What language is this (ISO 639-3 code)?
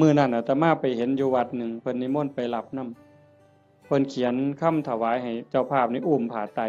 tts